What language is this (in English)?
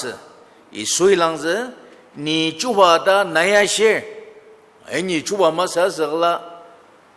Ao Naga